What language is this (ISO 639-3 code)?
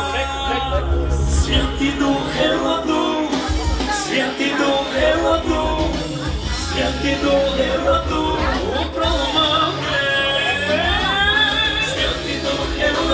bul